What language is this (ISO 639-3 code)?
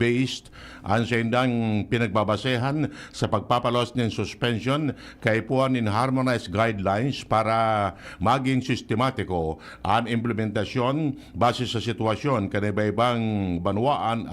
bik